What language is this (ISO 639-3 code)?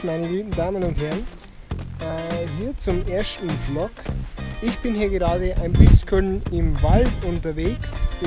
bar